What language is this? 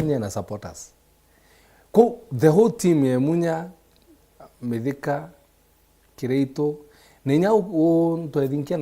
Meru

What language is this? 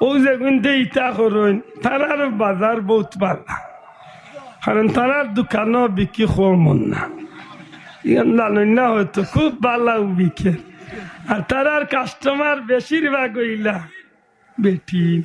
Sylheti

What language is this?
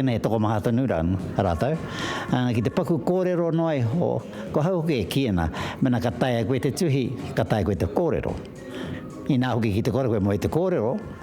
Māori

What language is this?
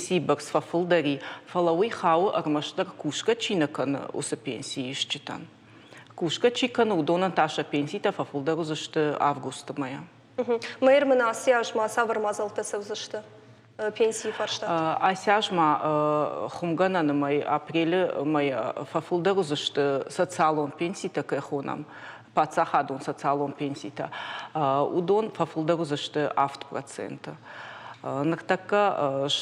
Ossetic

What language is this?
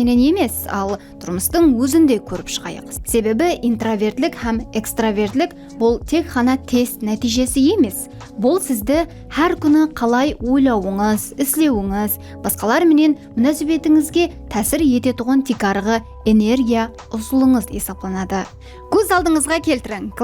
Kara-Kalpak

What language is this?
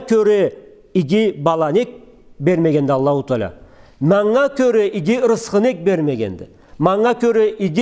Karachay-Balkar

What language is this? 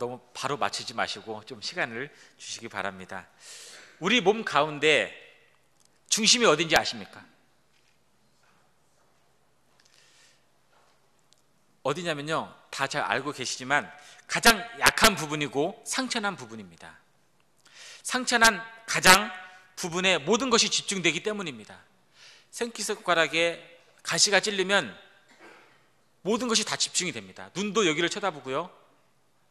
Korean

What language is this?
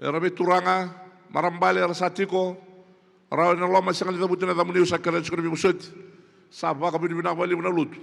Fijian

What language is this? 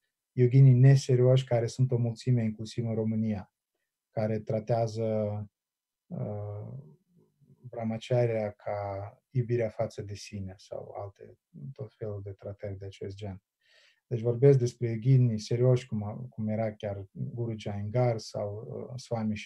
Romanian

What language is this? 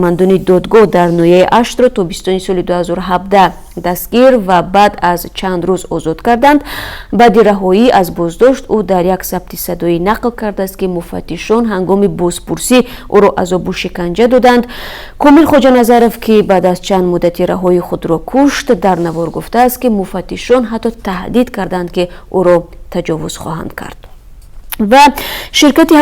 Tajik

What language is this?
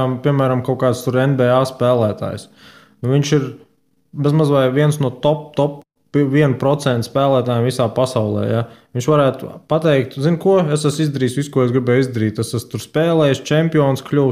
Latvian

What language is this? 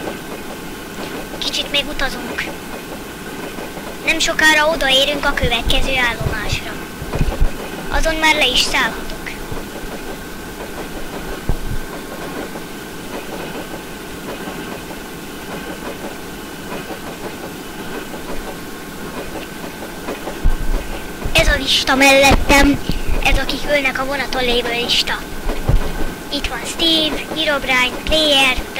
Hungarian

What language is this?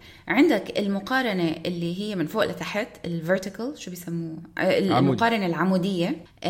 North Levantine Arabic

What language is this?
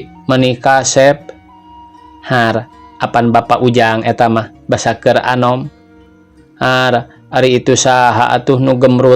Sundanese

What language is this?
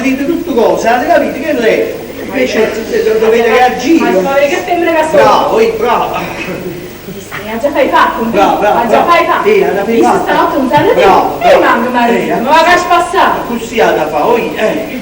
Neapolitan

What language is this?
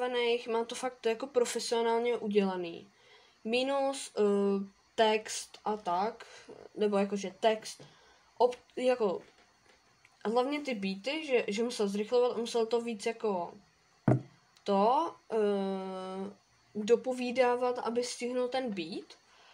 Czech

